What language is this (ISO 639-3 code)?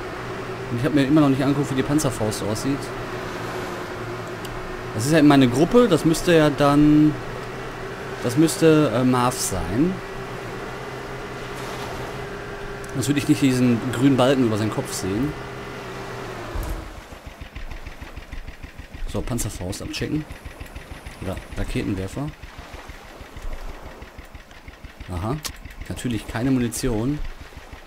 deu